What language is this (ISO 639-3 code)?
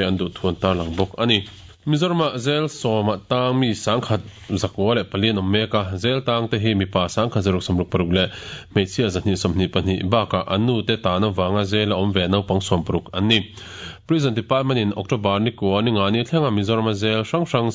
lus